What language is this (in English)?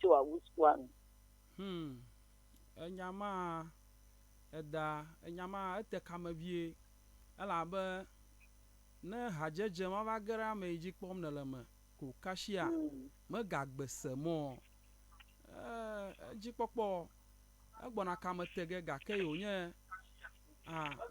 Ewe